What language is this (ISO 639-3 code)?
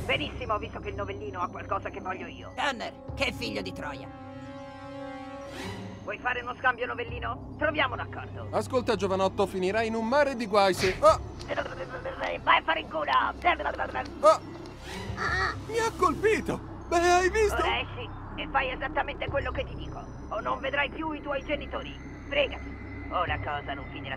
ita